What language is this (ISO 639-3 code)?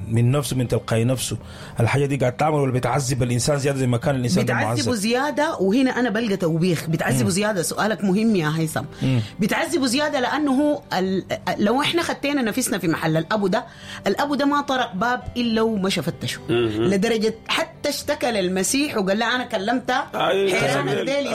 apd